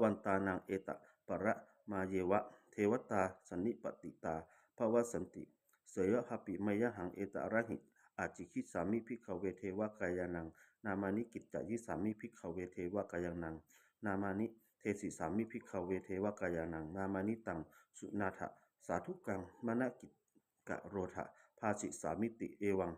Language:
Pali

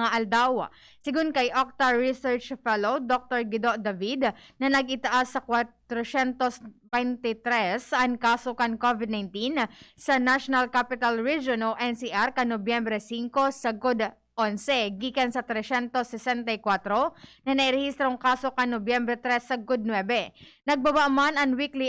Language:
Bikol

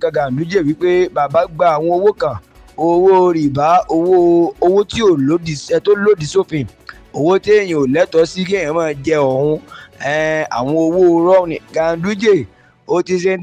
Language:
Yoruba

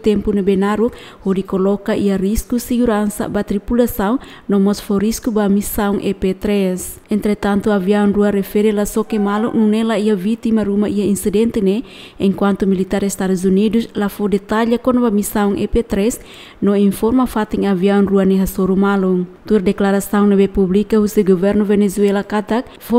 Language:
Tetum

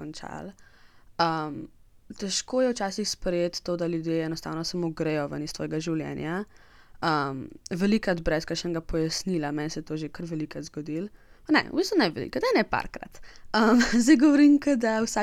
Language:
Slovenian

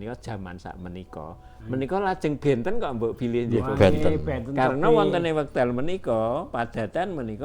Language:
Javanese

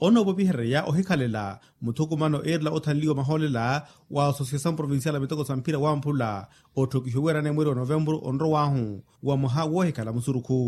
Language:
Makhuwa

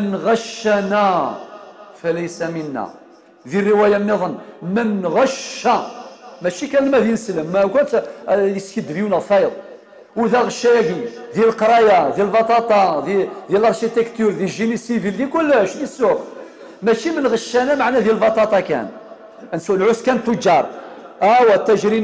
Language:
Kabyle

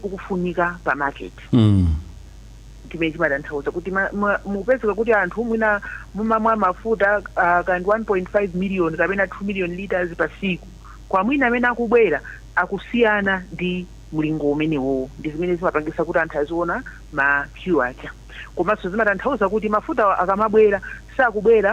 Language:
Nyanja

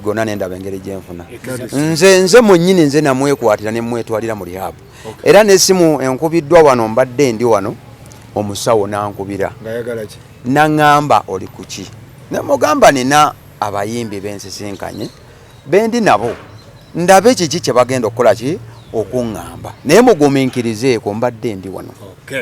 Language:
Ganda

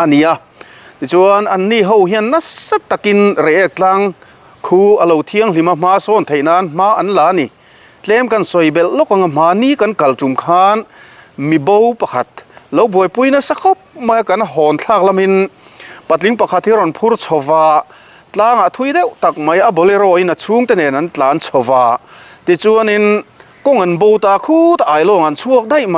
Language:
Mizo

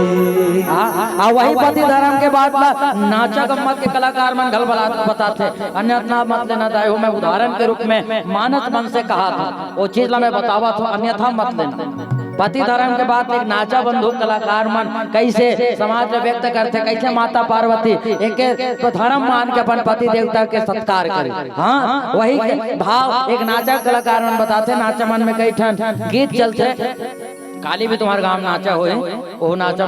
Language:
Chhattisgarhi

